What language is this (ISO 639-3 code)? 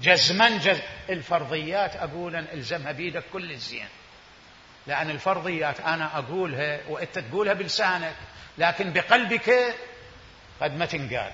acm